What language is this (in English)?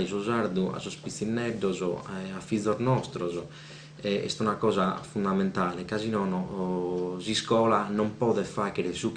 Sardinian